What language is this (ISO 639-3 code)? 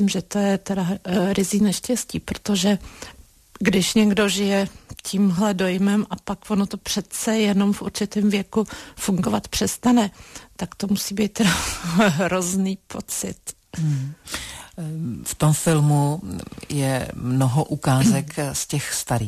ces